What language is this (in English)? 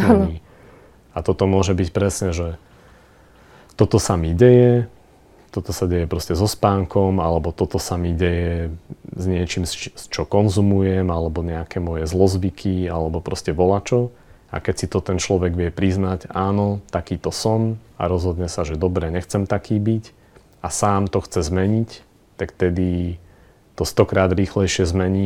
Slovak